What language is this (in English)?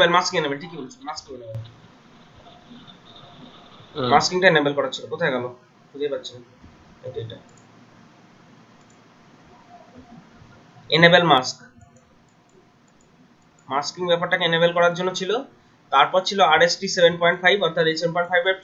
Bangla